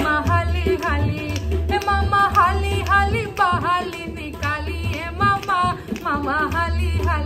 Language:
Bhojpuri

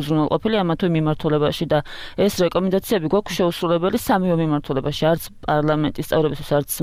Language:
Georgian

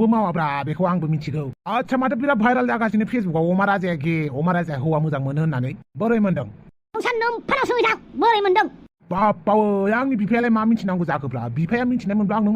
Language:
Bodo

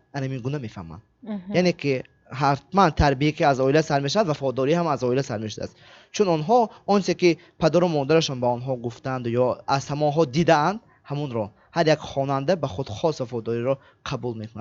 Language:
Tajik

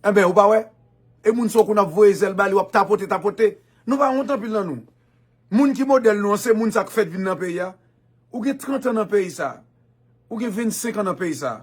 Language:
Haitian Creole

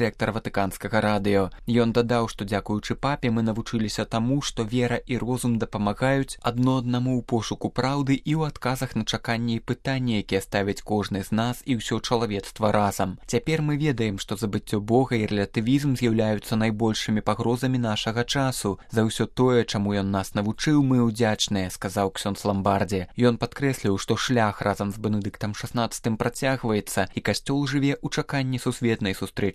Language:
Belarusian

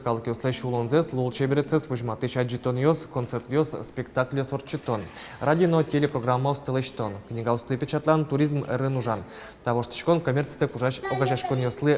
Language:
Udmurt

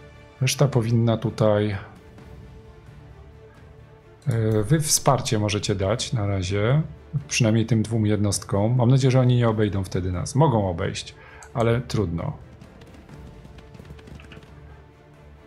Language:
Polish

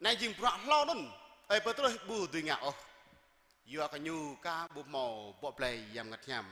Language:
Jarai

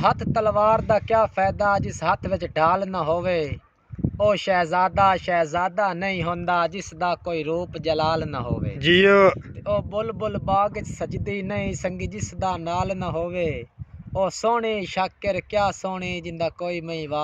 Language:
Saraiki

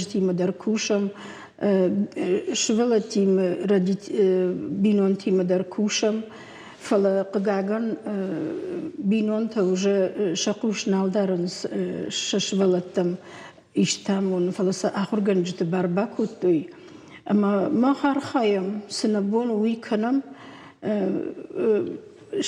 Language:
Ossetic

